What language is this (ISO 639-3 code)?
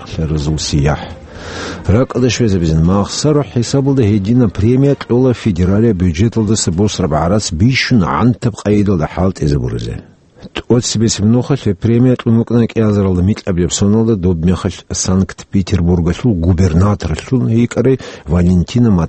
ava